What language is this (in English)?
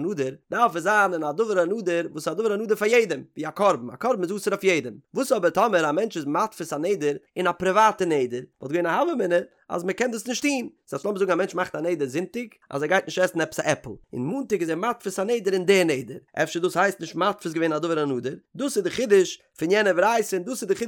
Yiddish